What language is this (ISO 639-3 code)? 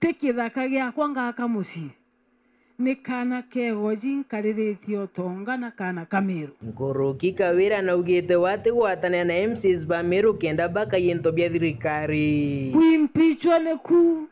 mer